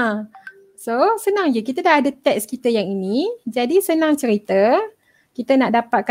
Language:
Malay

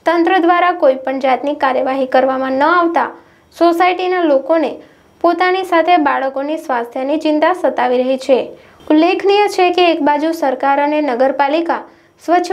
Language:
Gujarati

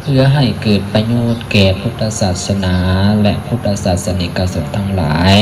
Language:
Lao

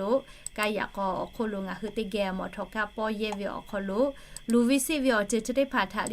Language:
Lahu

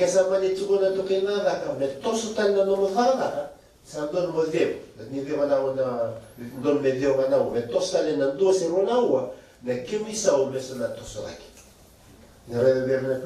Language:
Fijian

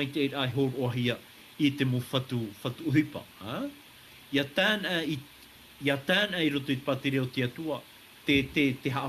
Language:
Tahitian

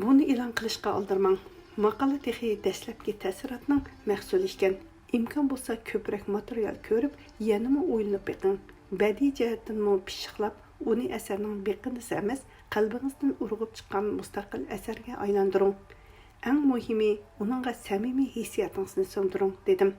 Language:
Uyghur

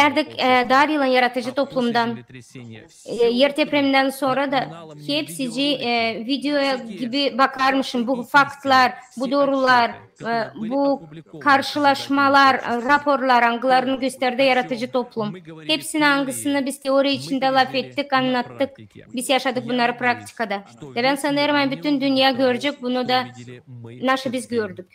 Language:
Gagauz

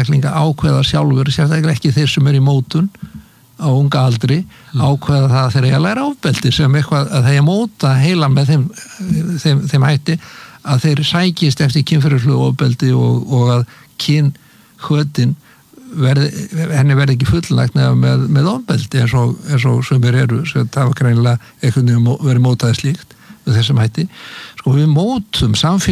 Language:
Icelandic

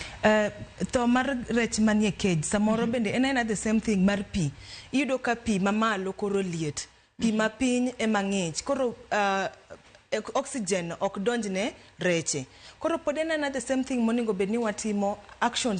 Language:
Luo (Kenya and Tanzania)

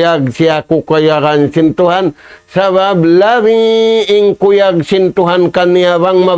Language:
Tausug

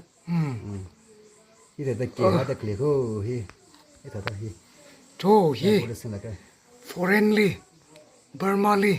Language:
Tangkhul Naga (India)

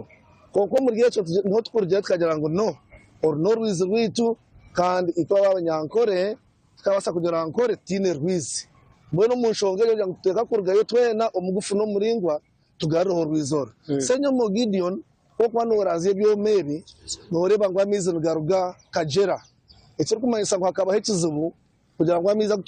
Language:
Nyankole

